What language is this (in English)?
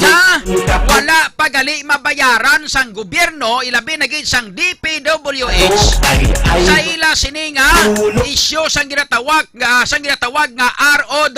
Hiligaynon